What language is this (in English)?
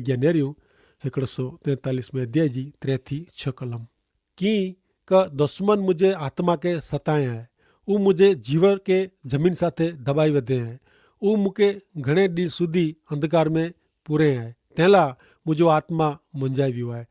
Kachhi